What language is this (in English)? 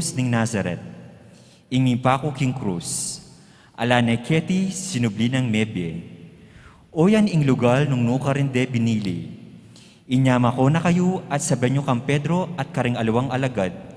Pampanga